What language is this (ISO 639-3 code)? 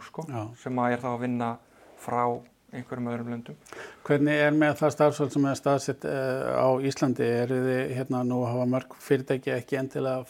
isl